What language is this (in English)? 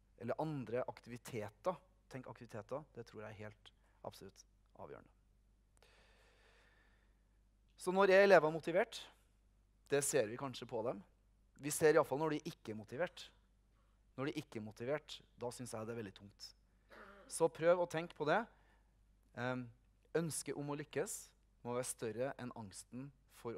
Norwegian